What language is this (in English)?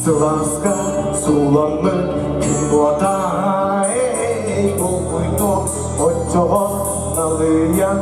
Yakut